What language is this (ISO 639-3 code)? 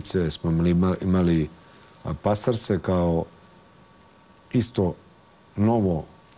srp